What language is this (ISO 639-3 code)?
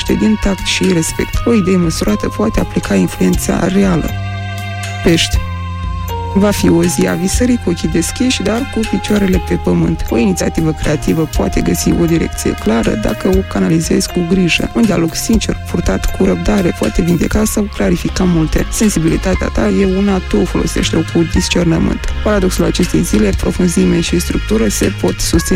ron